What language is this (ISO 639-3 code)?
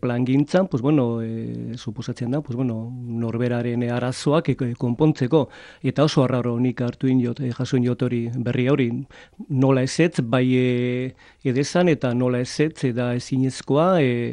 eus